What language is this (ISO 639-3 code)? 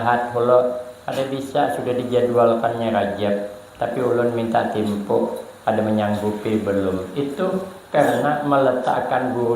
bjn